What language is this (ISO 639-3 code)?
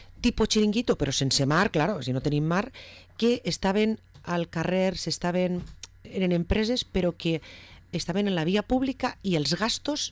cat